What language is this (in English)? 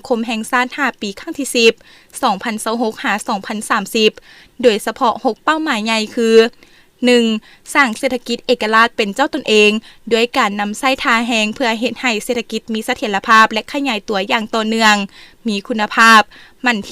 Lao